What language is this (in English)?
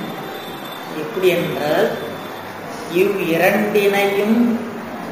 Tamil